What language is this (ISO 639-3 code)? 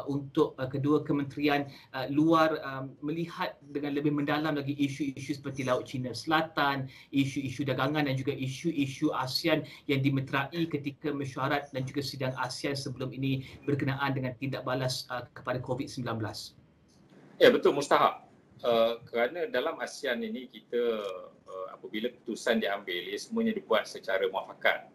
msa